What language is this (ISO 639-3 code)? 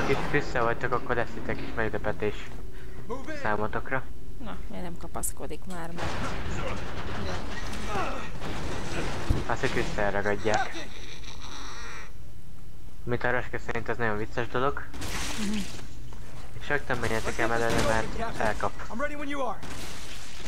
hun